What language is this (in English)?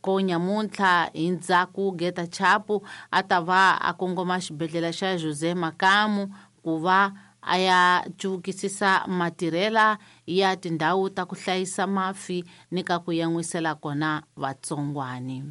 Tsonga